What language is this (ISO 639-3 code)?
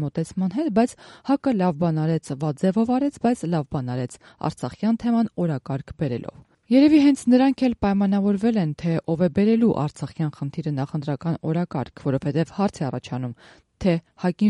hye